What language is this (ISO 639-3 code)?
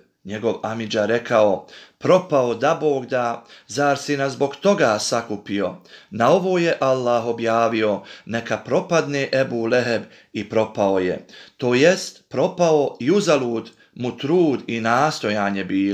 bos